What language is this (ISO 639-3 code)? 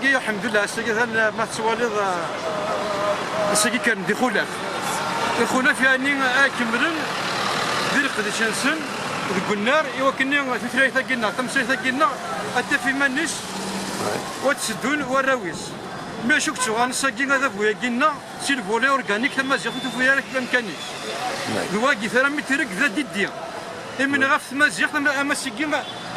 kab